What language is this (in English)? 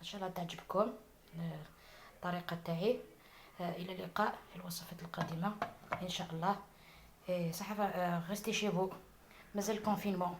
Algerian Arabic